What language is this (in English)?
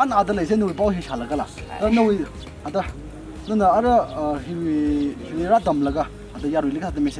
Tangkhul Naga (India)